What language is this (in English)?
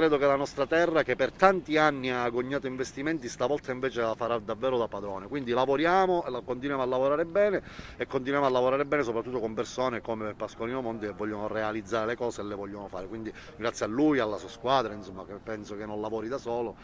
Italian